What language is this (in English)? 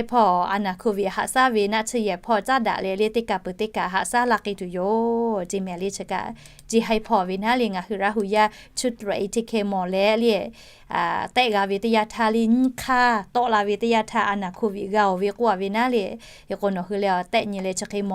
Lahu